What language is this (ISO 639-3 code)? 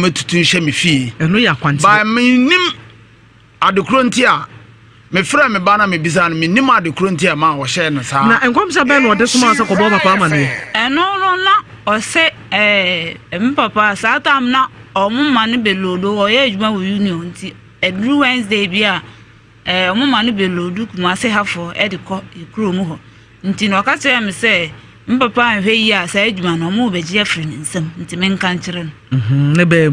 aka